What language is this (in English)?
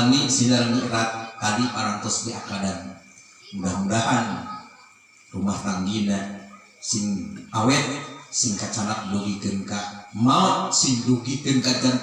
Sundanese